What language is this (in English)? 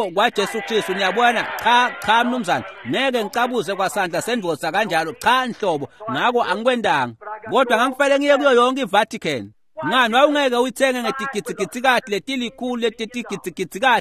Swati